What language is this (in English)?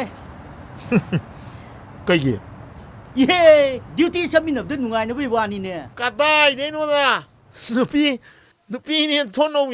Manipuri